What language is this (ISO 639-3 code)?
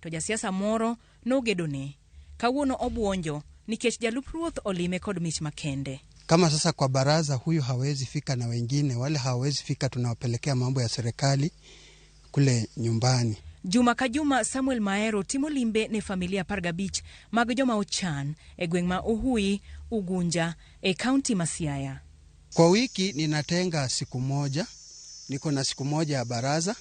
luo